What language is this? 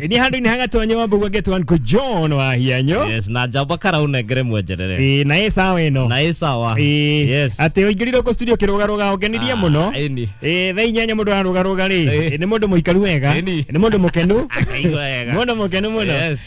Kikuyu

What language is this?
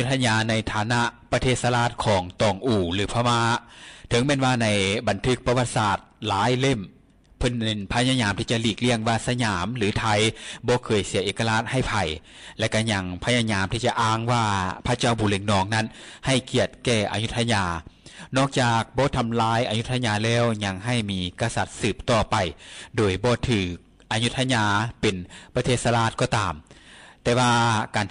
Lao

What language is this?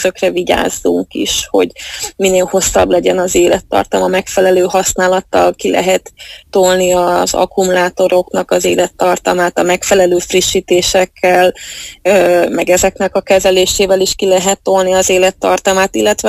Hungarian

